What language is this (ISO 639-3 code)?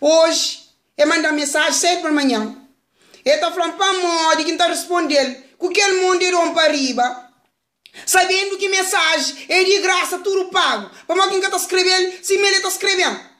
kea